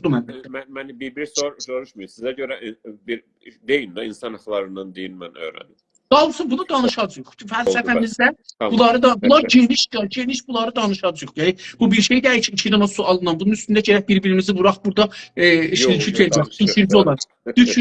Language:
South Azerbaijani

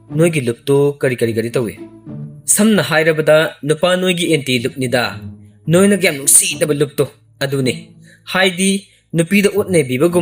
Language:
Manipuri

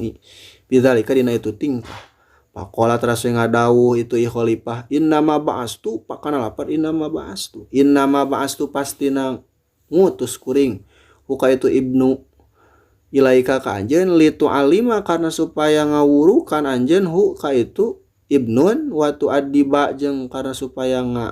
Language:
Sundanese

